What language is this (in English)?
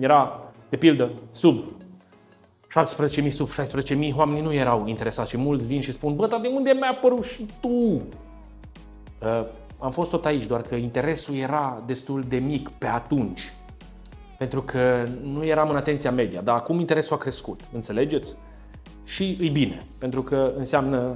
Romanian